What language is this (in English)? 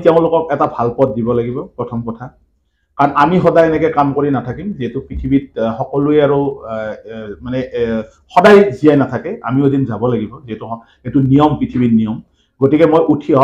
Assamese